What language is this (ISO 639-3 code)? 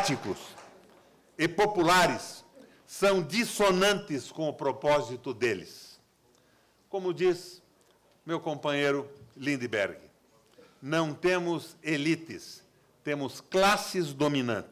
por